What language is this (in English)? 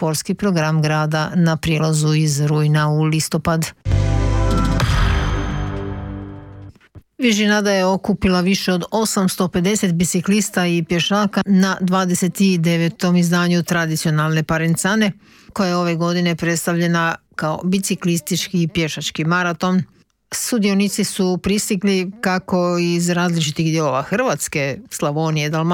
Croatian